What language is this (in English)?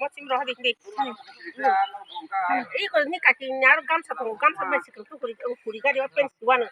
Kok Borok